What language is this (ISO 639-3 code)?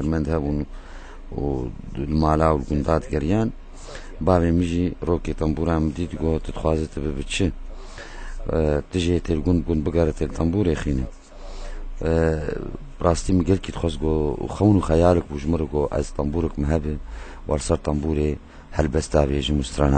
kur